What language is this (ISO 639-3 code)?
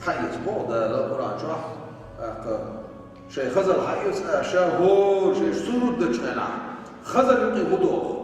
che